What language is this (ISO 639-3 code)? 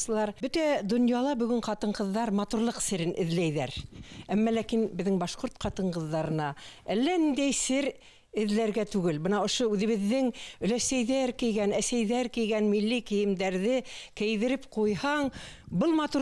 bak